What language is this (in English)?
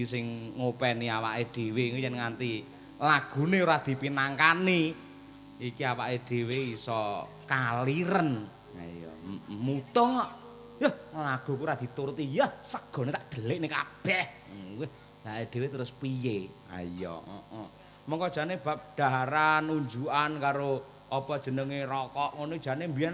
Javanese